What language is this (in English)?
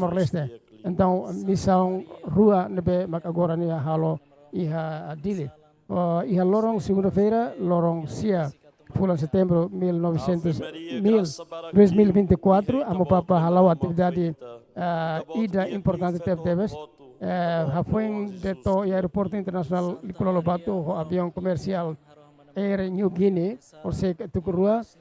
Tetum